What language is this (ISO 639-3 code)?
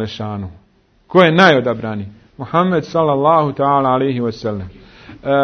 bos